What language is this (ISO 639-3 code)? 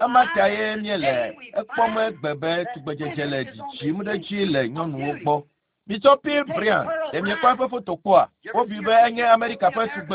ewe